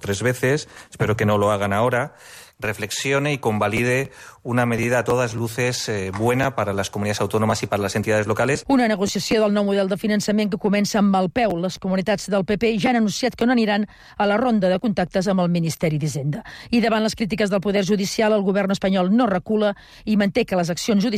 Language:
Catalan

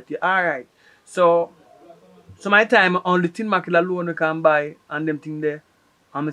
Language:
Jamaican Creole English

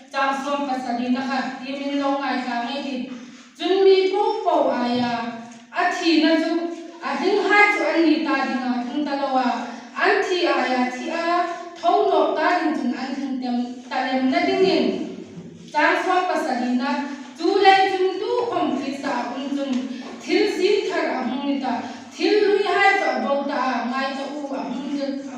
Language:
Hmar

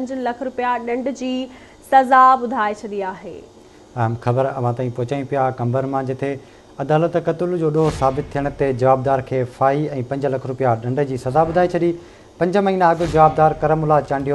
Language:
Sindhi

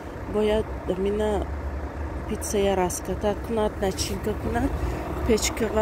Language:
Tajik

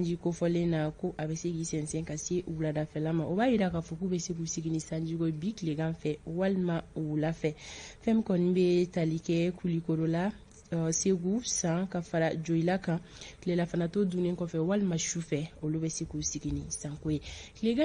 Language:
Bambara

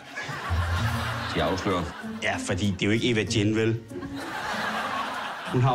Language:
Danish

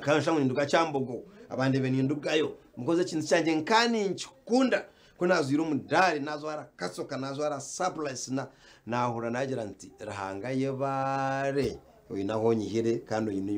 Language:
Nyankole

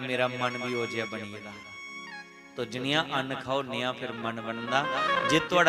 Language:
Dogri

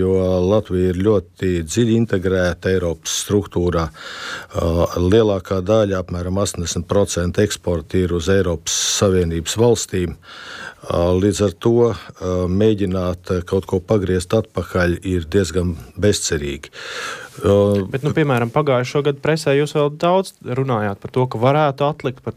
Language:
Latvian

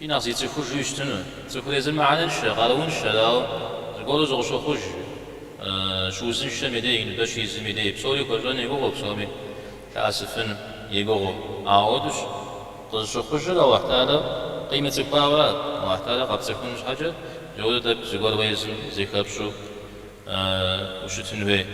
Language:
Kabardian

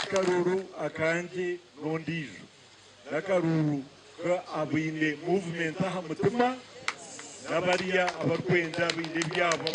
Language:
Nyankole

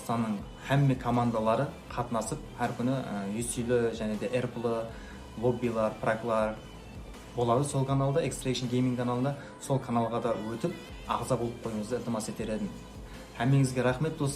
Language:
Kara-Kalpak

